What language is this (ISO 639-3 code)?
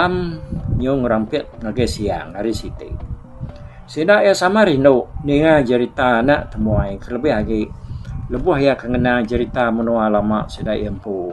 iba